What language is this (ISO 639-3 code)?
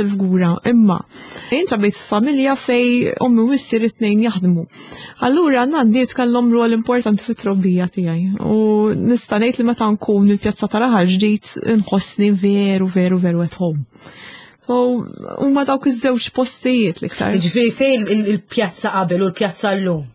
mlt